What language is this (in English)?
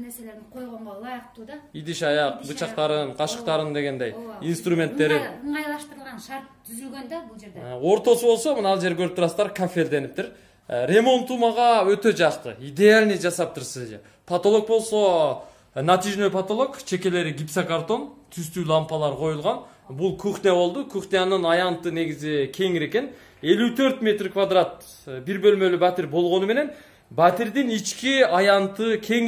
Kyrgyz